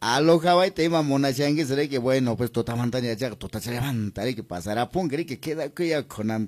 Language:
Quechua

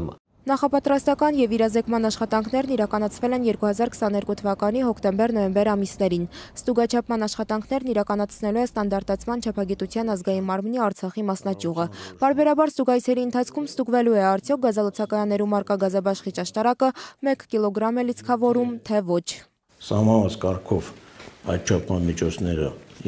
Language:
Armenian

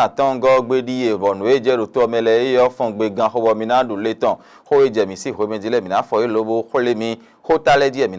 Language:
Fon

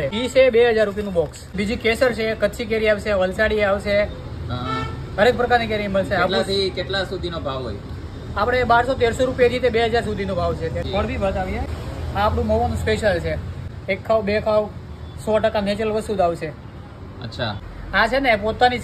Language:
Gujarati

